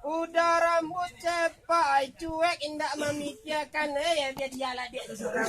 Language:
Minangkabau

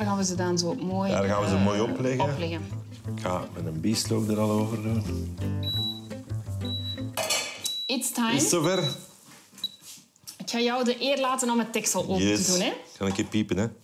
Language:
Dutch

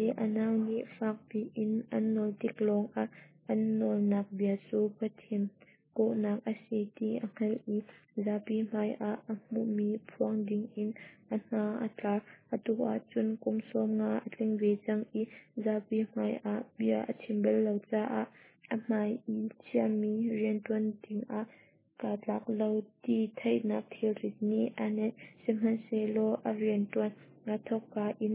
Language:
Hakha Chin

